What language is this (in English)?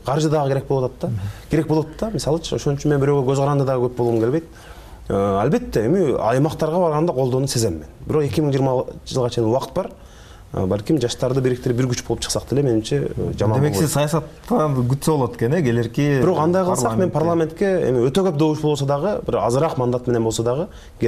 Kyrgyz